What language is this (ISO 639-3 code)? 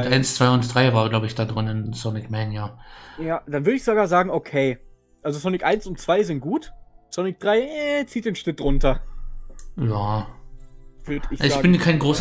deu